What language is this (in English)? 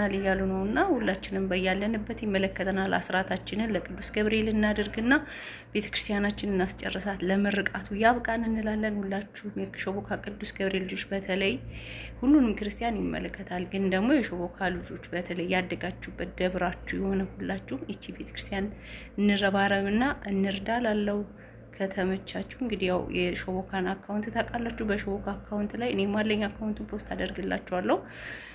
Amharic